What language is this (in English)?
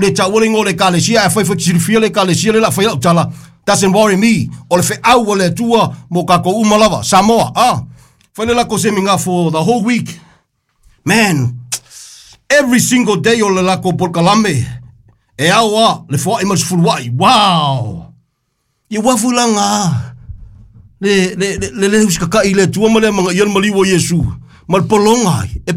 Samoan